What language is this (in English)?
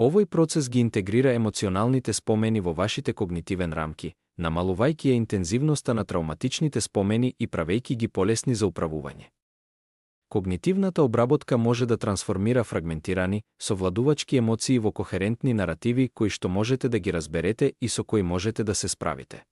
Macedonian